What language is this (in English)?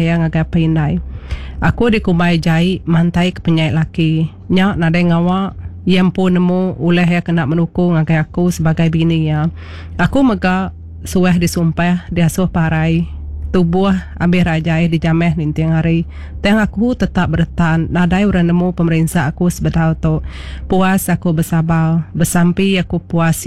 Iban